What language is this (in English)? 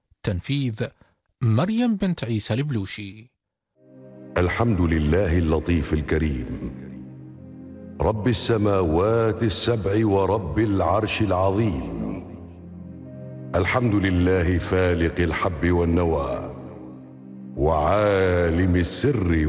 Arabic